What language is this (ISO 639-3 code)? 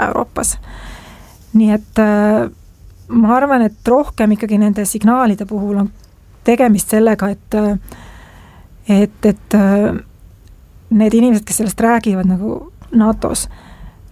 est